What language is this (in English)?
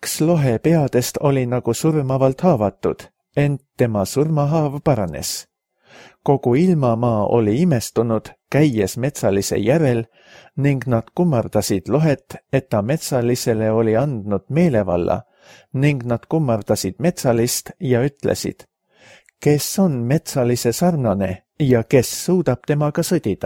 Estonian